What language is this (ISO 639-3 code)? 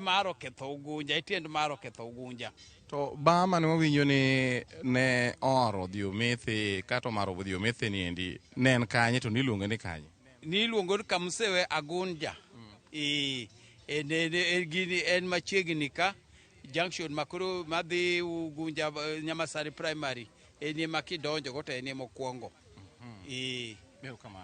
luo